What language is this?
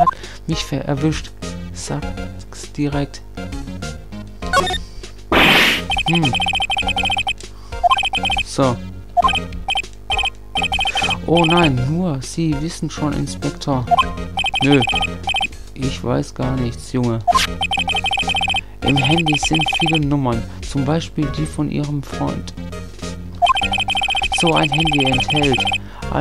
German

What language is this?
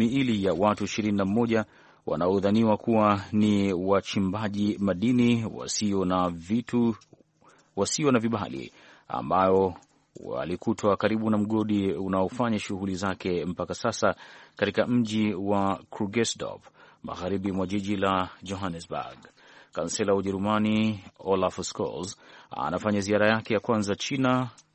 Swahili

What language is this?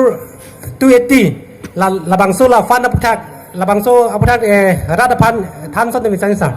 Karbi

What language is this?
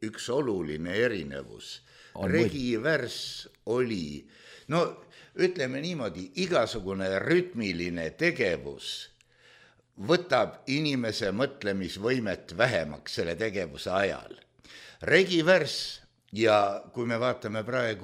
Estonian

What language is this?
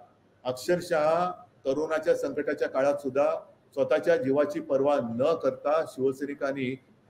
Marathi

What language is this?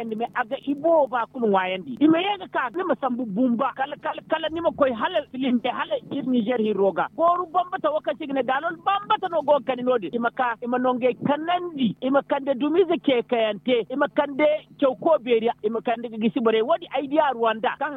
Zarma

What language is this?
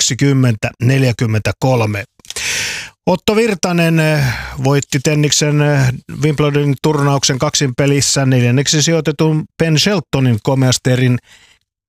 Finnish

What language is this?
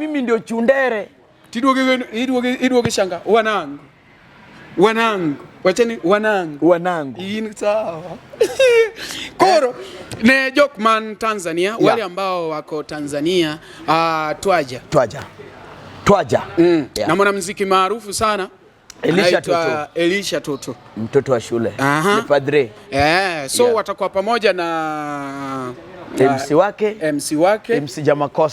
Luo (Kenya and Tanzania)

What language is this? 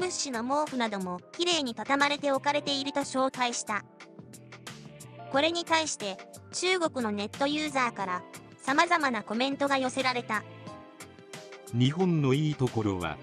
Japanese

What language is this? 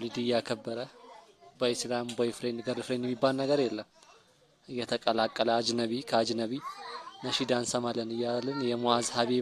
Amharic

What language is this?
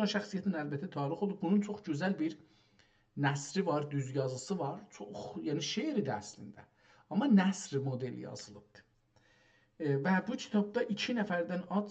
South Azerbaijani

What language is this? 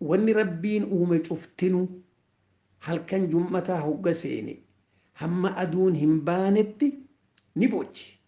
Oromo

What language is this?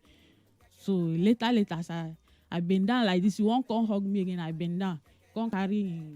Nigerian Pidgin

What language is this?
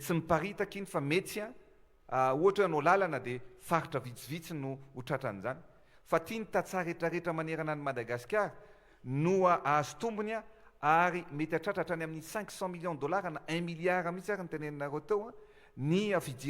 Malagasy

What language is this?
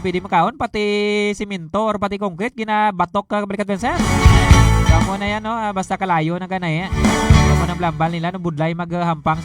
Hiligaynon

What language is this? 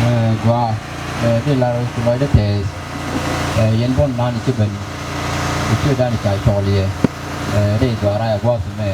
Nuer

